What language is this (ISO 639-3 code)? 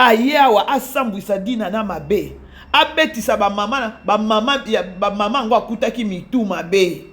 lin